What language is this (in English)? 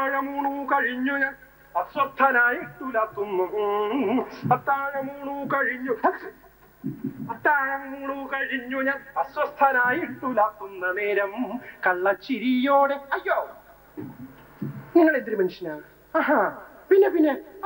Malayalam